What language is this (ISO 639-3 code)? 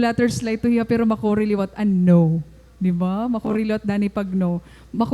war